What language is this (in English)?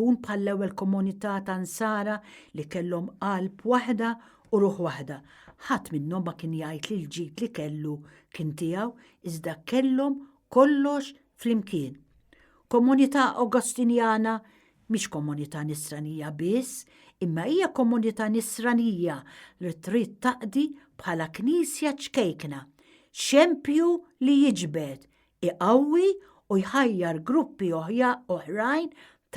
Maltese